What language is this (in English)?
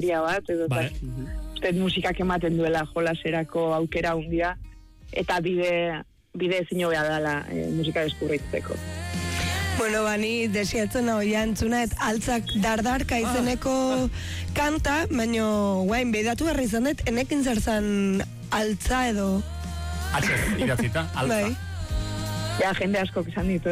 Basque